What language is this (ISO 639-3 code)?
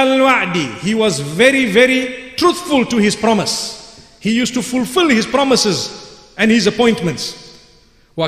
eng